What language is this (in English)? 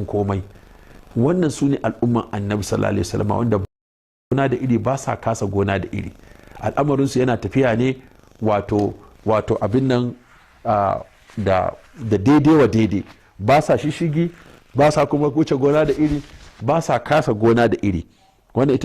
Hausa